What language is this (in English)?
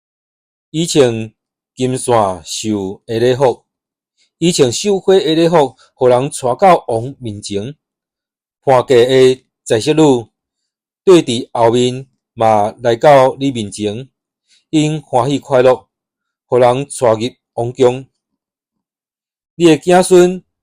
Min Nan Chinese